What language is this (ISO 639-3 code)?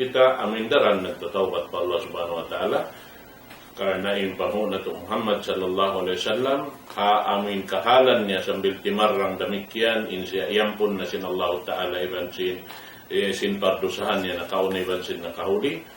tsg